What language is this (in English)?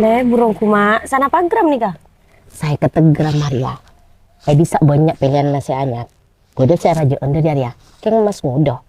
Madurese